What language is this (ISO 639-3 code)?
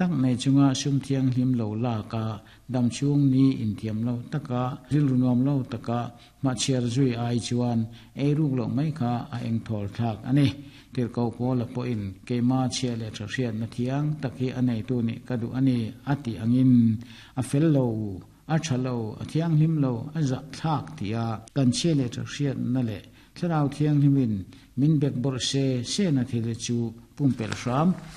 lus